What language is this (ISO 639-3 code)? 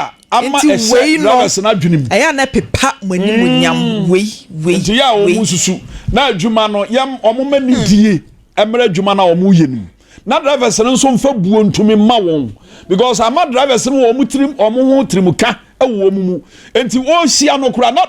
aka